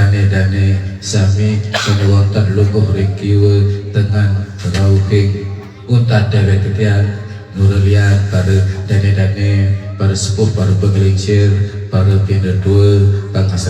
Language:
Sasak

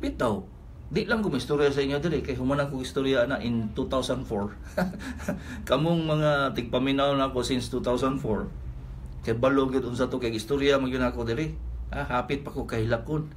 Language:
Cebuano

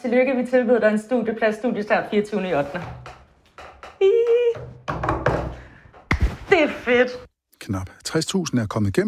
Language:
Danish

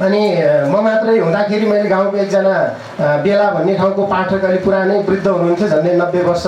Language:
Nepali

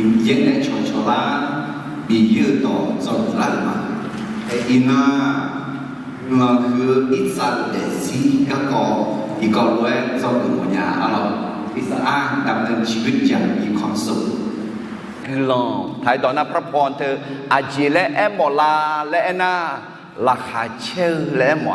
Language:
Akha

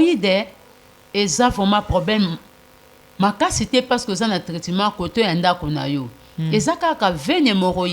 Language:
Lingala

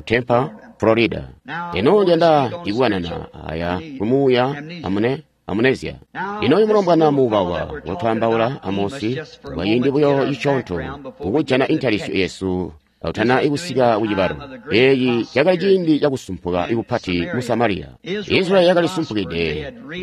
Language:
Tonga (Zambia)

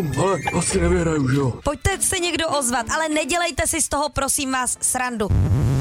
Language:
Czech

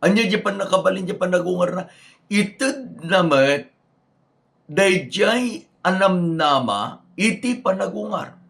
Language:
Iloko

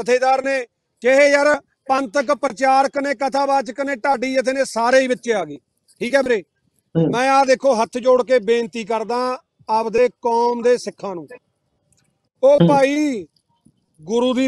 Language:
Punjabi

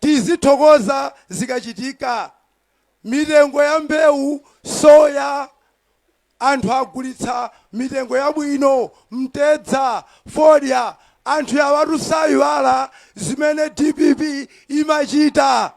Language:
Nyanja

